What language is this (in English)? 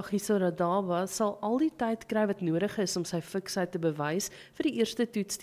Afrikaans